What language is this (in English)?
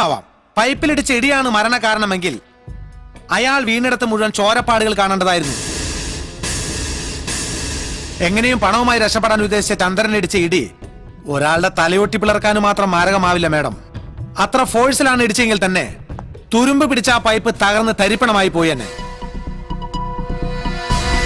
Malayalam